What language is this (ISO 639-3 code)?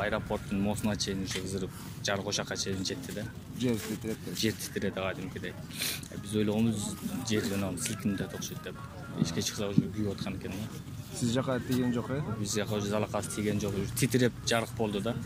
kir